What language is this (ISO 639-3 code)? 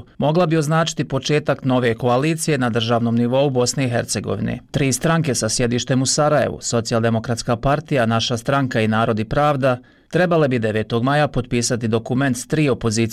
bos